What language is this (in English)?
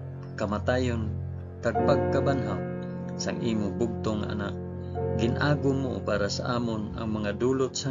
Hiligaynon